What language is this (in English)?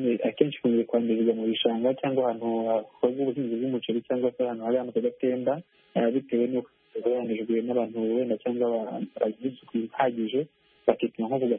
Kinyarwanda